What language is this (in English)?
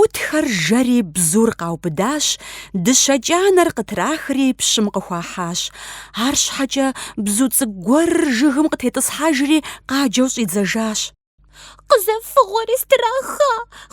Kabardian